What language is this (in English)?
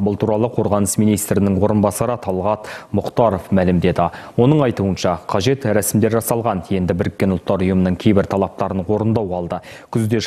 Kazakh